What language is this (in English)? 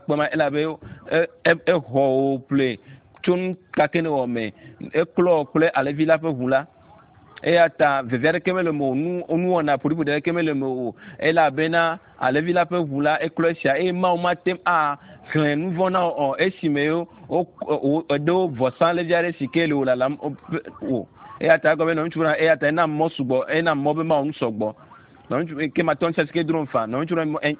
Ewe